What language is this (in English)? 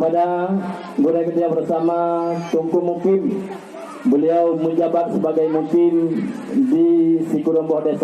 Achinese